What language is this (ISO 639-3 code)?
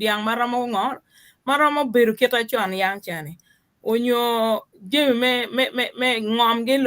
ach